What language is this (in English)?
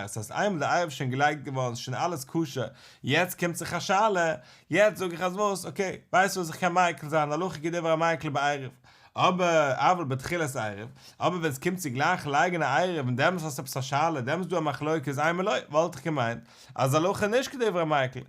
Yiddish